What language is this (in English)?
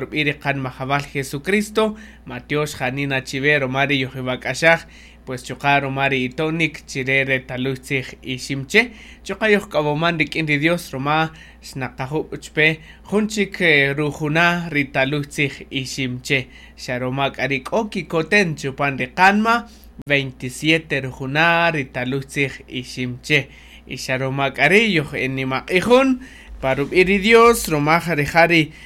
Kaqchikel